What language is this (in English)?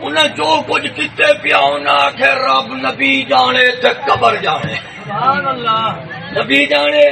Saraiki